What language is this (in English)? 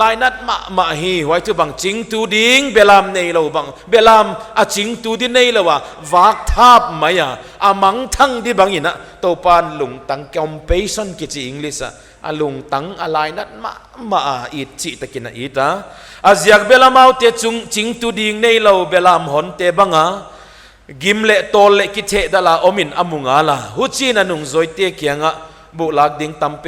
Paite Chin